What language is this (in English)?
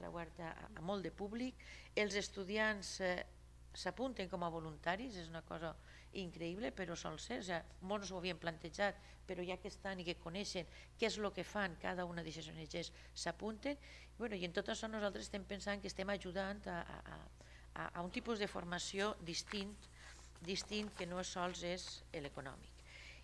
Catalan